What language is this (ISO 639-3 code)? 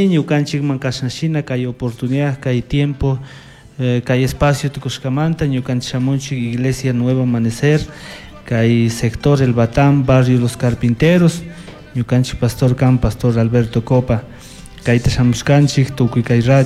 qug